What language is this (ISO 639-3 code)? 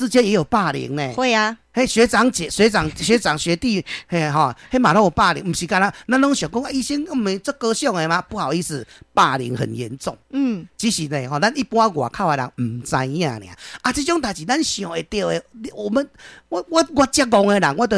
nan